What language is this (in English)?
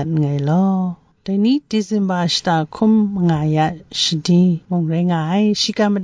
Kachin